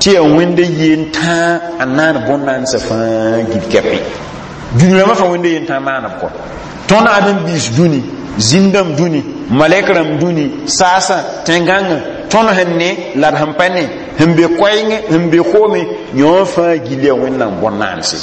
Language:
Mossi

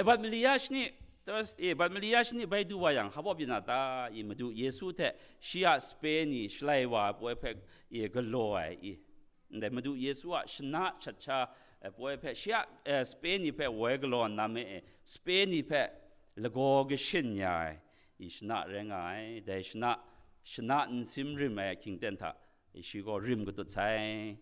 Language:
Kachin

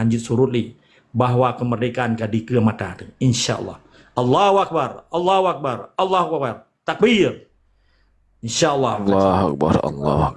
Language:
Achinese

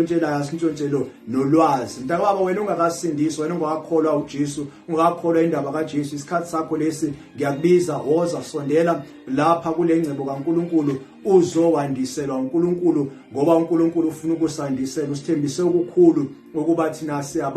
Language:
Zulu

